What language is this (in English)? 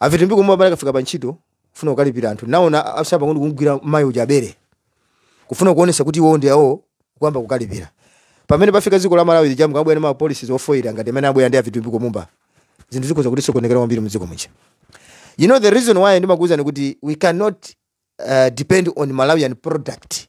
Nyanja